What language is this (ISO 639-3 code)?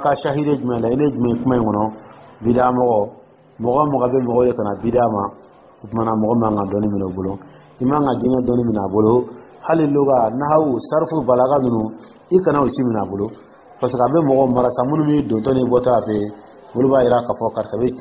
dyu